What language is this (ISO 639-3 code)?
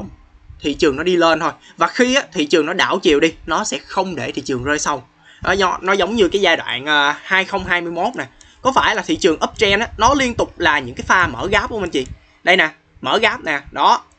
vie